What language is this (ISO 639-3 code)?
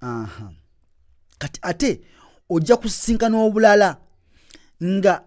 lug